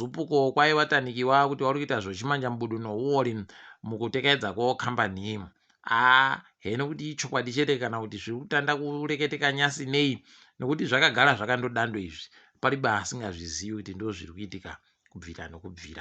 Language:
Ndau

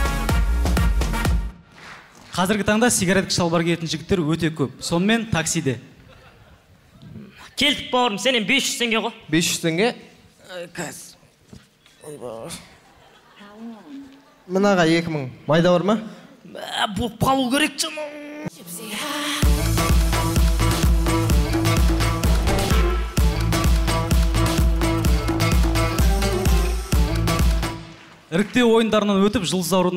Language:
Kazakh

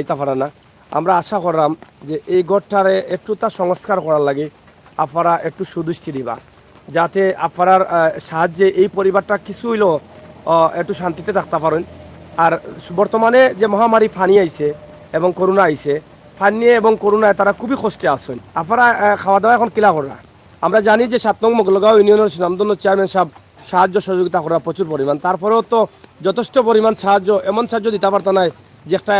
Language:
Sylheti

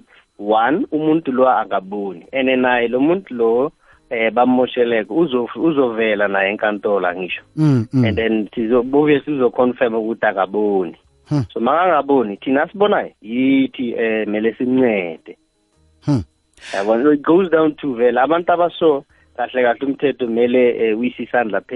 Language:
South Ndebele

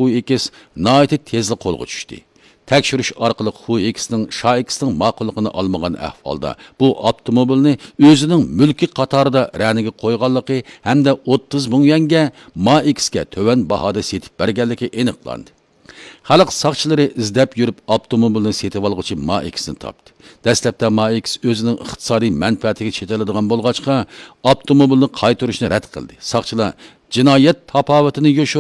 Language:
Uyghur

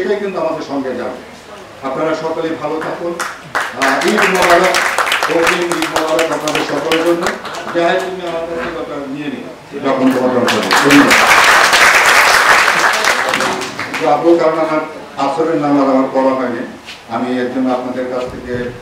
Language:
Bangla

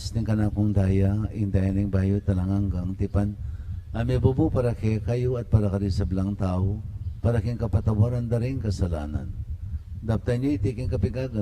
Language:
Pampanga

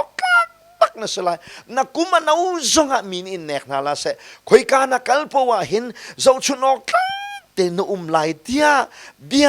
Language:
Hakha Chin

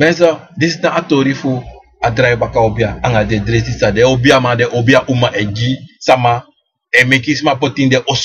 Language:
Sranan Tongo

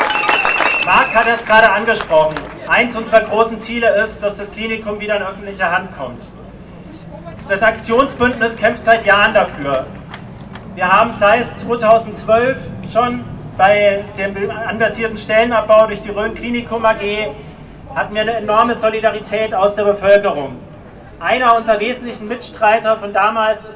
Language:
German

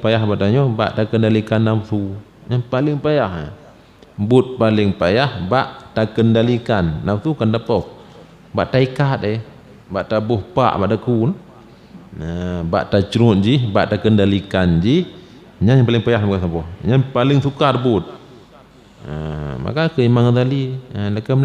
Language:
Achinese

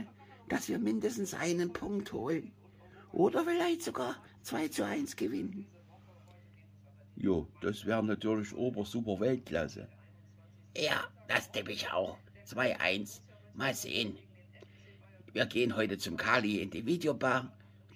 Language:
German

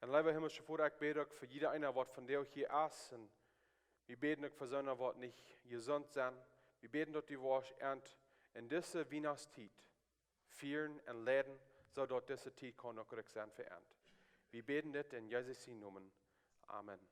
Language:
Plautdietsch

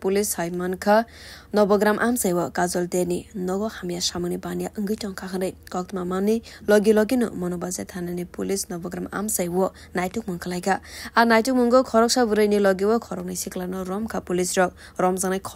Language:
Kok Borok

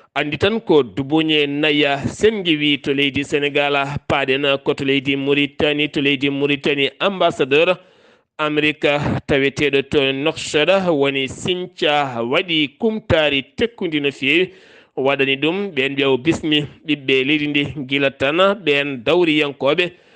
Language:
Fula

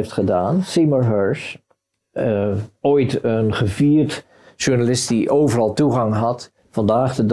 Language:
Dutch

